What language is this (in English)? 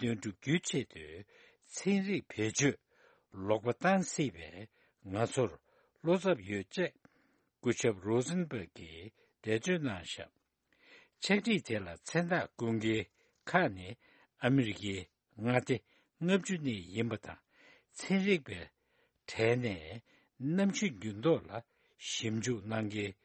Tibetan